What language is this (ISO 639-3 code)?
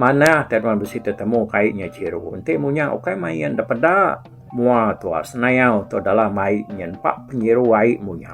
iba